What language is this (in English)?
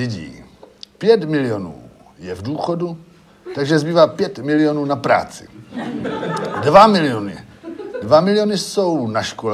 Czech